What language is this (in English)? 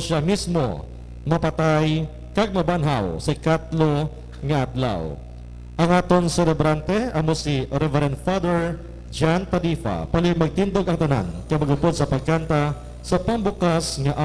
Hiligaynon